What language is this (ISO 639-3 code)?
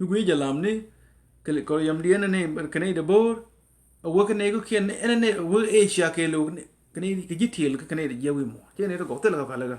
nus